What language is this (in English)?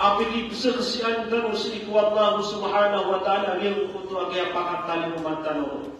Maranao